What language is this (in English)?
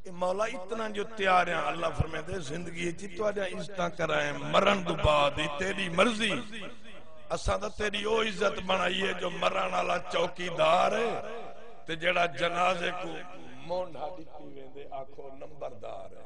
Saraiki